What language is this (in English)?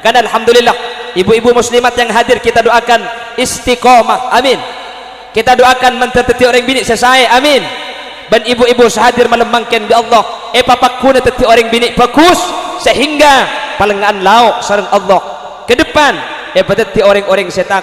Madurese